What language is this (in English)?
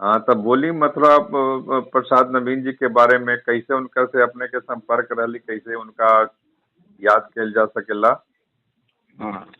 Magahi